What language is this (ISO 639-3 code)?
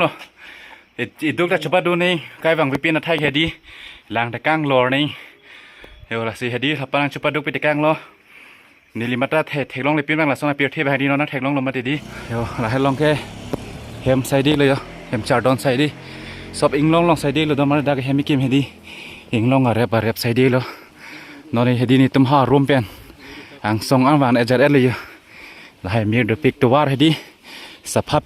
mjw